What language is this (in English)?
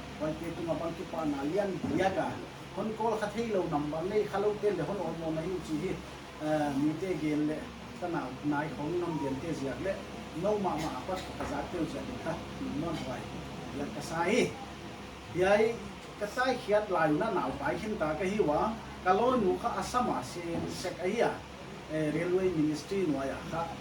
Paite Chin